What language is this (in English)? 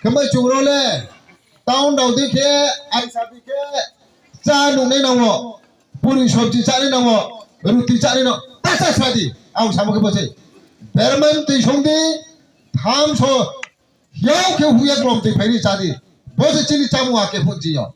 Riang (India)